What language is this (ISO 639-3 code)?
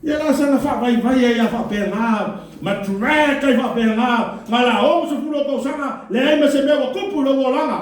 smo